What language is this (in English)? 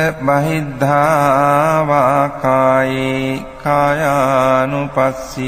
Pali